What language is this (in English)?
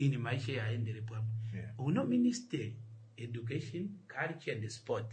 Kuanyama